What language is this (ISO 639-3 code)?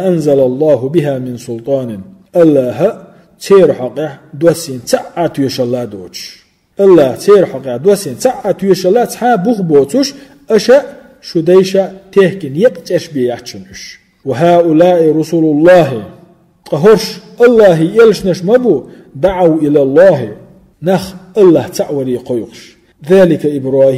che